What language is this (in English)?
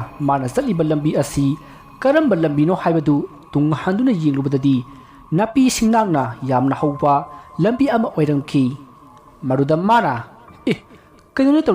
Manipuri